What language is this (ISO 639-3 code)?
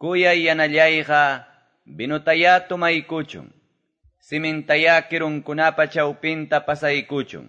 que